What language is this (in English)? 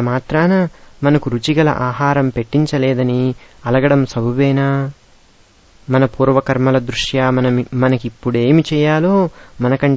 Telugu